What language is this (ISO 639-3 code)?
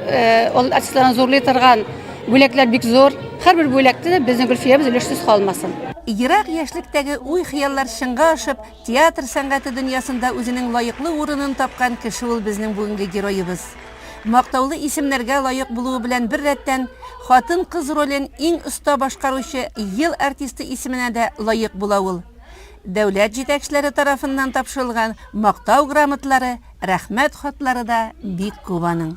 tat